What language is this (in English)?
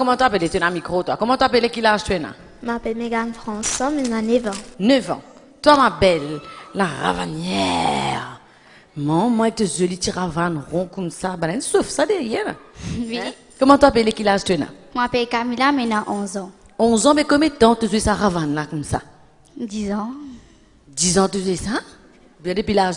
French